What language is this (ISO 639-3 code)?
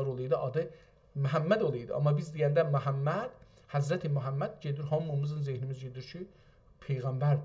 azb